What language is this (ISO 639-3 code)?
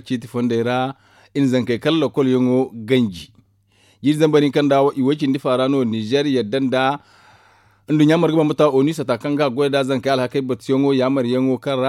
dje